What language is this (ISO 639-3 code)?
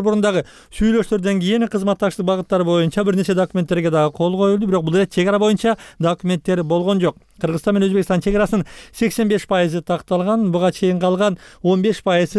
kir